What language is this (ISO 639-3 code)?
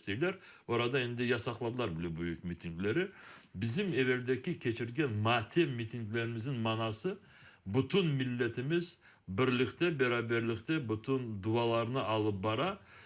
crh